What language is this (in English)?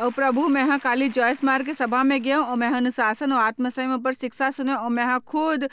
Chhattisgarhi